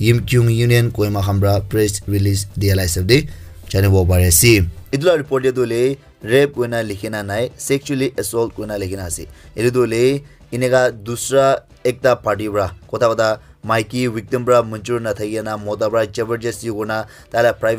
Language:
Naga Pidgin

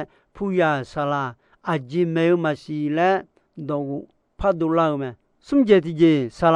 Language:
Akha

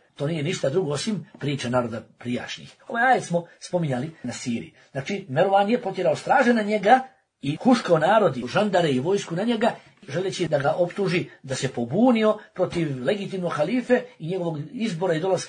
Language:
Bosnian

